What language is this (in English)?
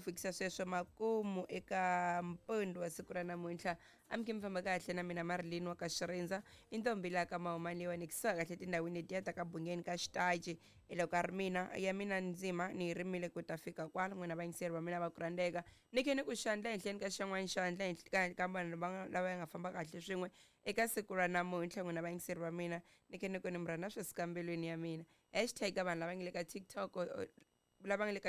Tsonga